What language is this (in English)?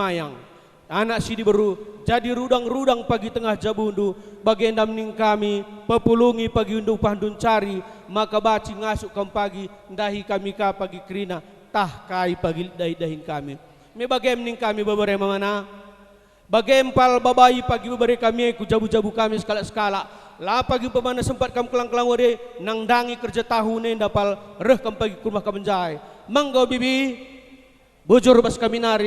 Batak Karo